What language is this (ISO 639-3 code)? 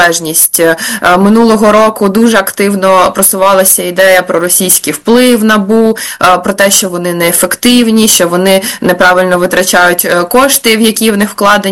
ukr